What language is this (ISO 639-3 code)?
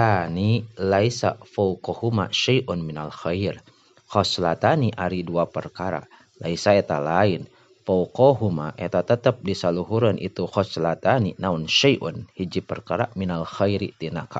sun